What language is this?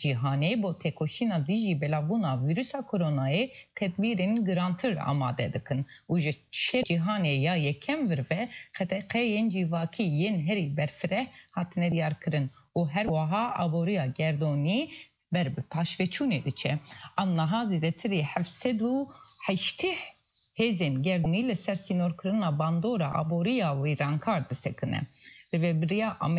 Kurdish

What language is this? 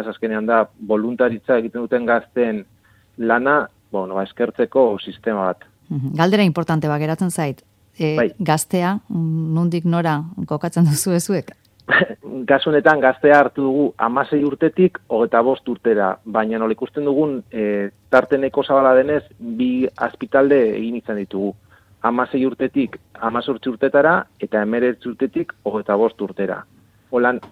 Basque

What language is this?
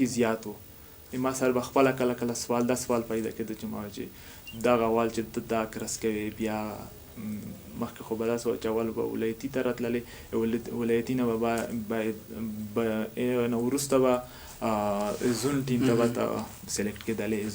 Pashto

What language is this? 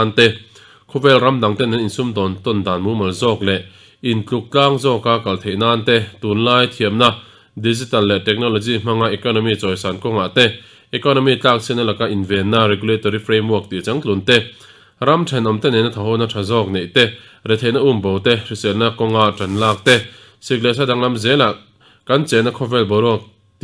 Mizo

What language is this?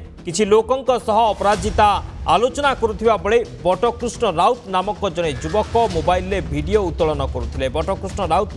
Odia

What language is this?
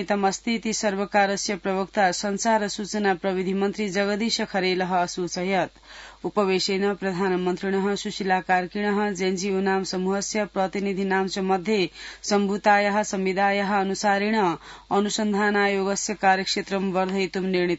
Sanskrit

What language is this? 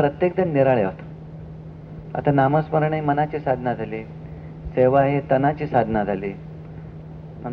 Marathi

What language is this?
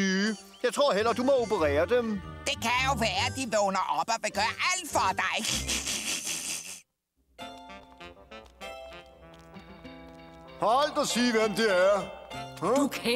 Danish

